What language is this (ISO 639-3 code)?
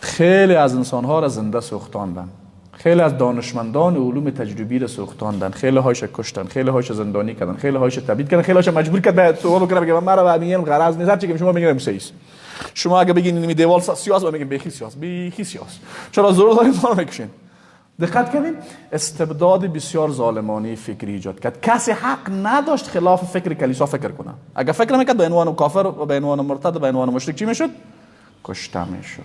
fas